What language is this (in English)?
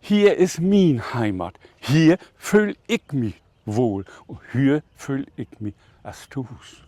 Low German